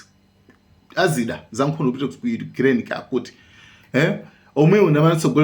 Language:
Nyanja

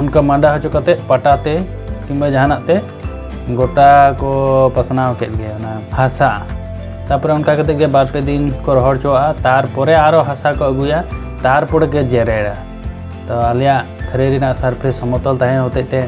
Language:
Santali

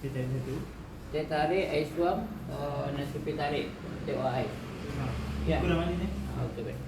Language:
Minangkabau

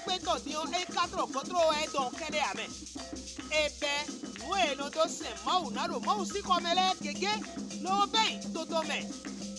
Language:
Fon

